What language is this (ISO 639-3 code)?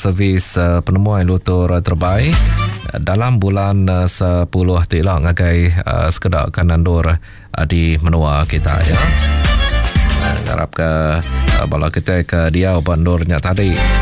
iba